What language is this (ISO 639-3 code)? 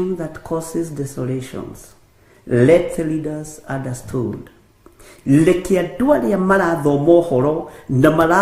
kik